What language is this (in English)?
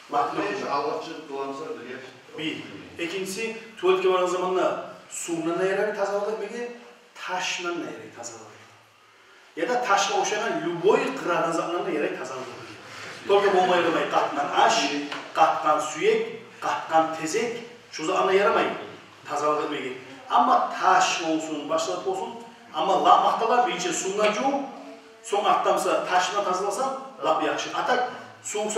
Kumyk